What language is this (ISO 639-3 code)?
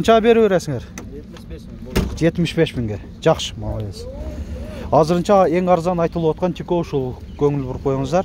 kir